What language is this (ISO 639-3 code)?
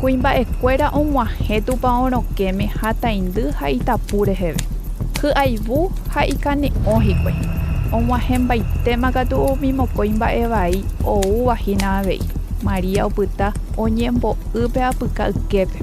grn